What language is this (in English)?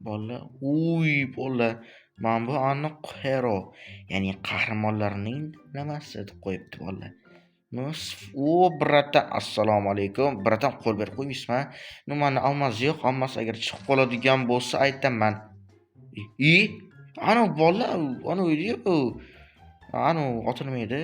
Uzbek